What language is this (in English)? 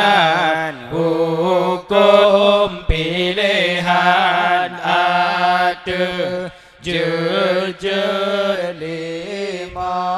Achinese